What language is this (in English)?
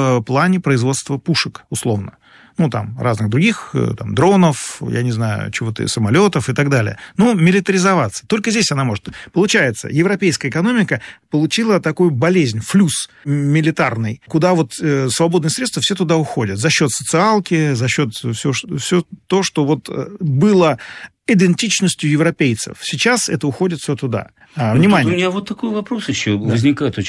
Russian